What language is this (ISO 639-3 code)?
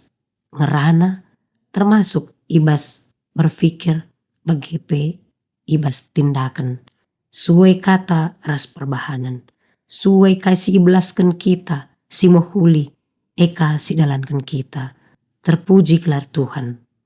btx